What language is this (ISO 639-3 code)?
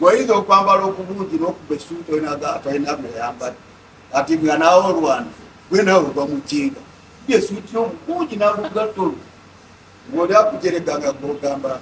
lug